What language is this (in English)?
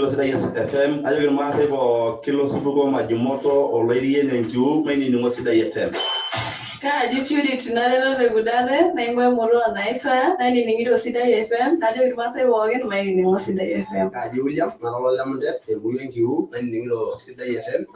Masai